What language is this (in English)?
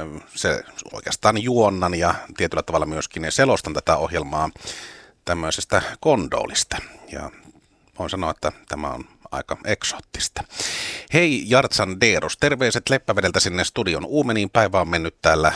Finnish